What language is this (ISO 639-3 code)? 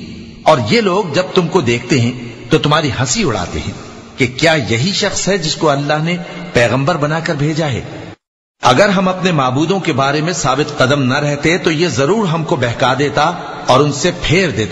urd